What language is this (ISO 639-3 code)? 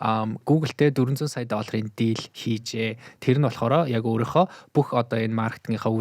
mon